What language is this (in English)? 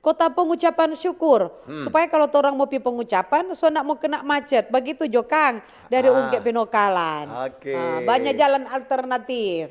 Manado Malay